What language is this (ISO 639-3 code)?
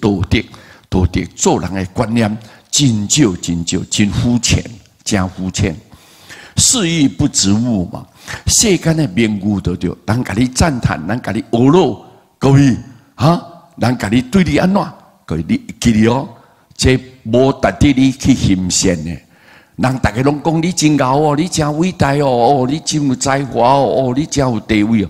nan